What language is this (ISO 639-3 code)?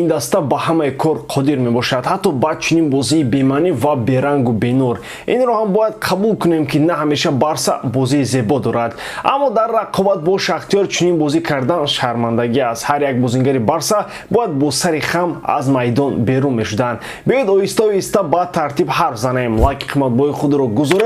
tgk